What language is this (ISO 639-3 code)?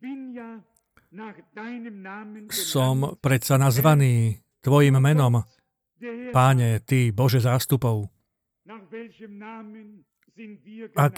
slk